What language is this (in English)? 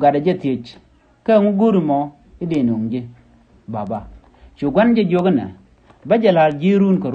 Nuer